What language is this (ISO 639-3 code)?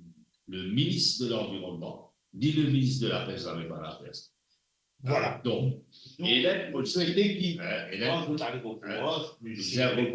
mfe